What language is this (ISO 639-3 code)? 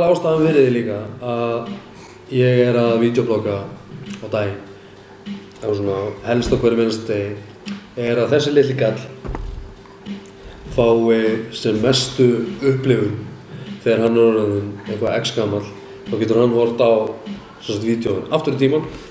isl